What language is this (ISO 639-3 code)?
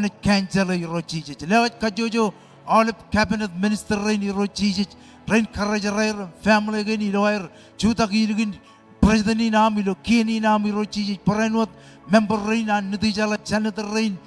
mah